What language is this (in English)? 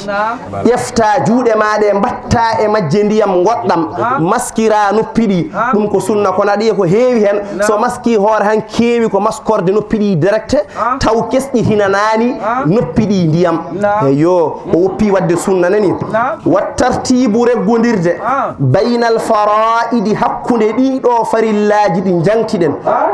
Fula